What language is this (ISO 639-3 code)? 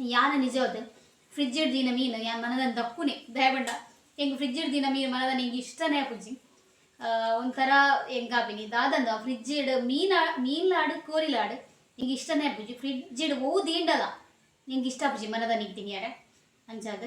tcy